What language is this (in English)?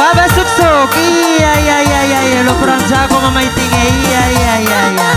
Batak Karo